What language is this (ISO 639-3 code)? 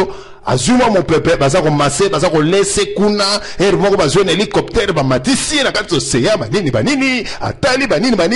lin